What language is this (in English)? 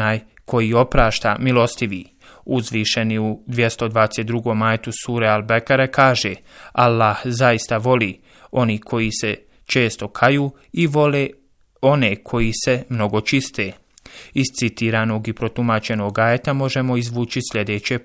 Bosnian